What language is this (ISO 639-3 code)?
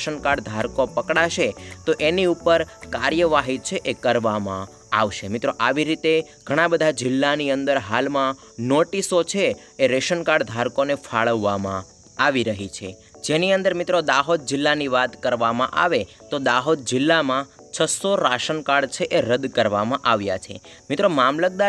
guj